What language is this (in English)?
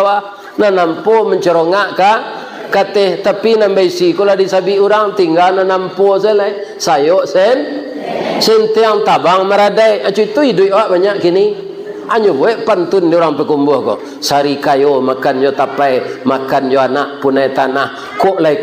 Minangkabau